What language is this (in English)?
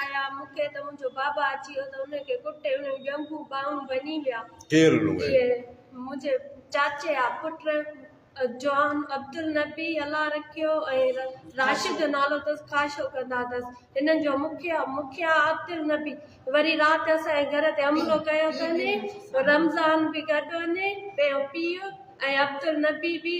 Sindhi